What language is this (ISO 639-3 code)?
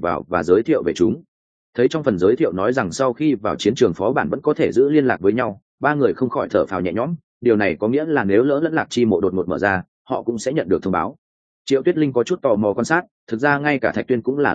vie